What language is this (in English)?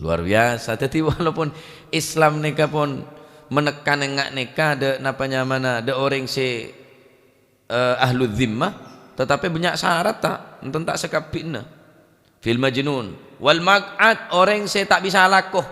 Madurese